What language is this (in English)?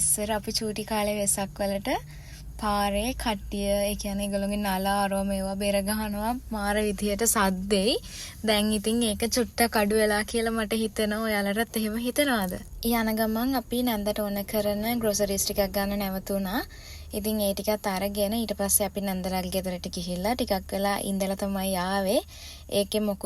Sinhala